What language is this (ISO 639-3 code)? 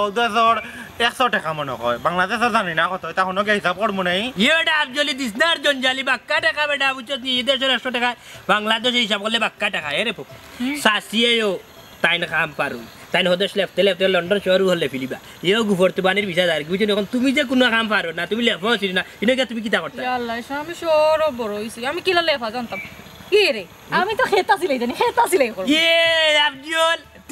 syl